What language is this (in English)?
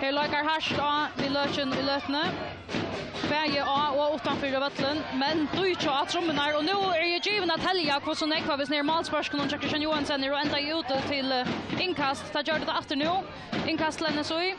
Faroese